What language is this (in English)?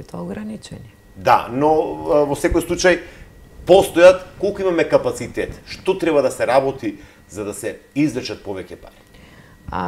Macedonian